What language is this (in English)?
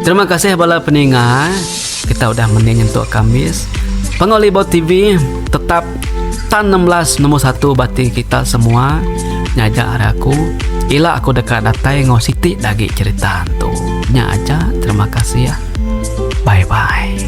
Iban